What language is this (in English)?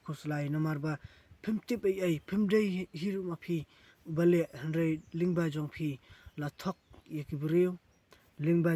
Khasi